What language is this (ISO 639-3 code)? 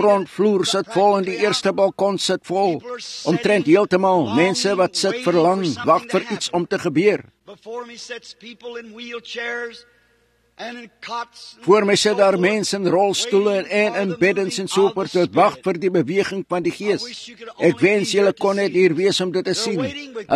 afr